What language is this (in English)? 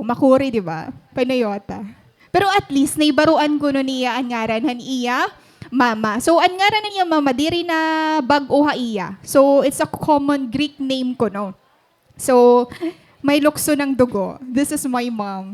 Waray